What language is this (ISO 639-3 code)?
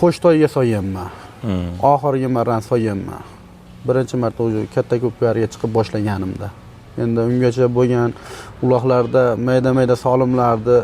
uzb